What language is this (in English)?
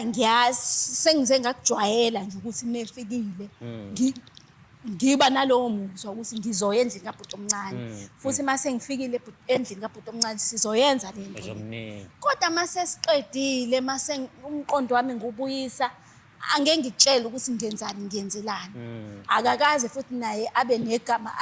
Zulu